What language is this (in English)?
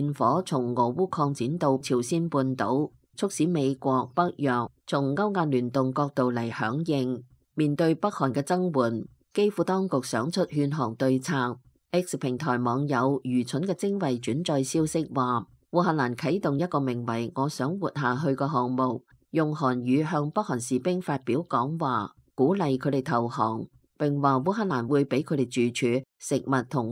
Cantonese